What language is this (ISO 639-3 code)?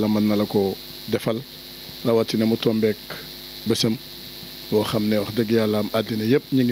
wol